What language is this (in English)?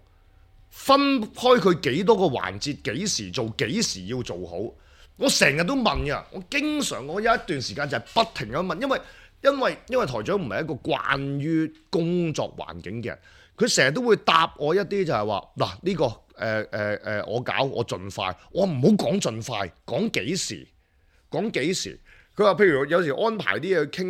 Cantonese